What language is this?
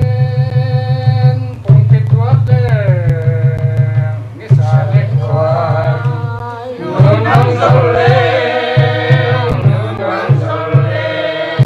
Paite Chin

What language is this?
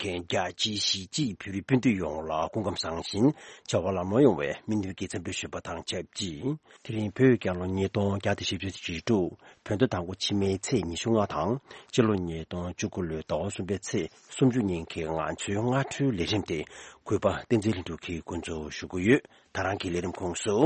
Tibetan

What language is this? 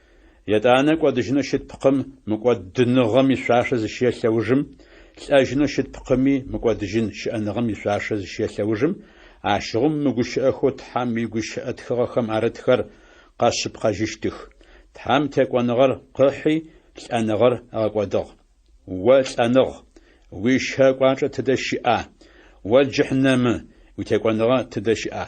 Adyghe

